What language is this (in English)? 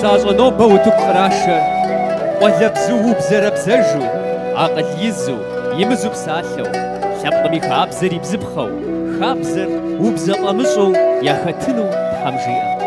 Kabardian